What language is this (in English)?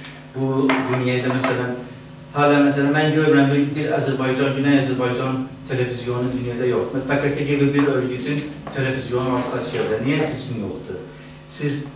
South Azerbaijani